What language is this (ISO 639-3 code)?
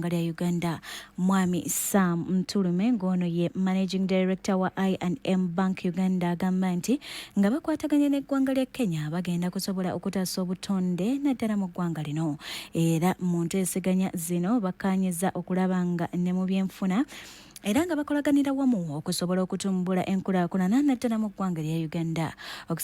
lug